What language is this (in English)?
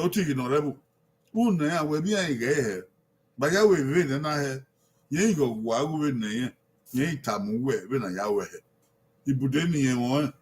Bini